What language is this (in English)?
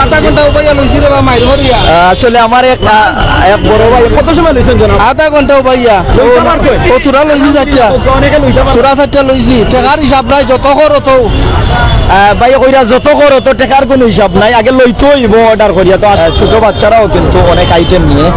Sylheti